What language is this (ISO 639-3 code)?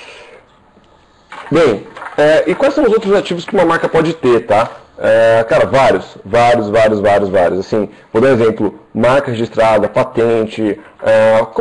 por